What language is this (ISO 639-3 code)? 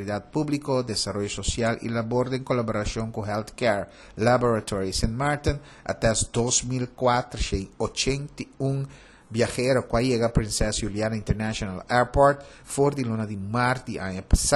pap